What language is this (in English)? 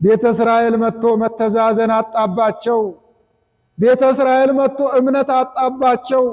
Amharic